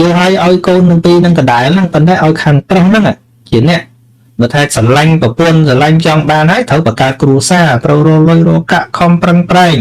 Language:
Khmer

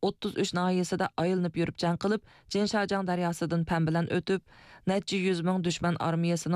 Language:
Uyghur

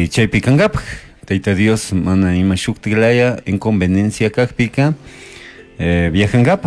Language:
Chimborazo Highland Quichua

